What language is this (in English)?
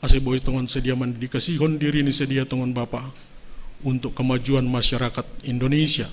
Batak Simalungun